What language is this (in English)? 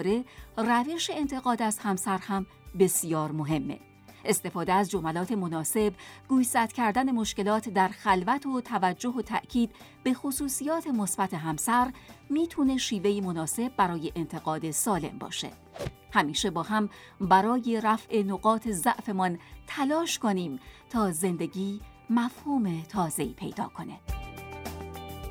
Persian